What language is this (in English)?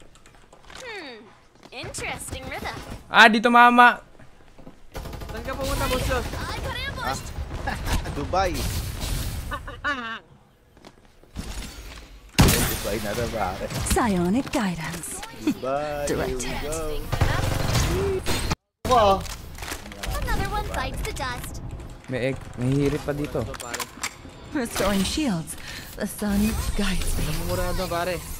Filipino